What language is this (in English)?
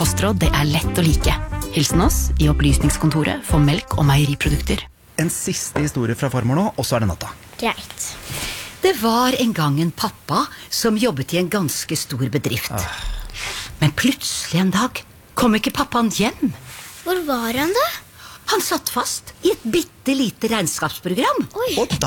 Norwegian